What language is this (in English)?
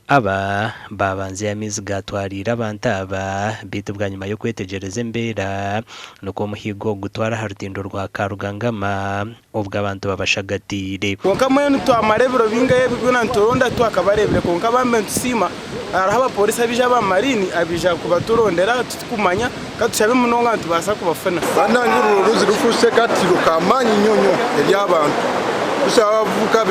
Nyankole